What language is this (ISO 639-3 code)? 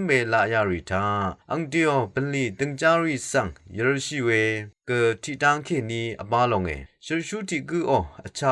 raw